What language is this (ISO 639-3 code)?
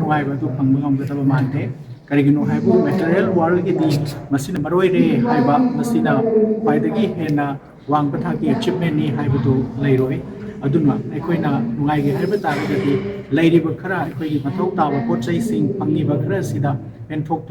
mni